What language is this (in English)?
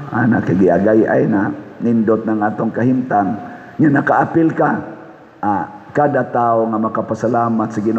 Cebuano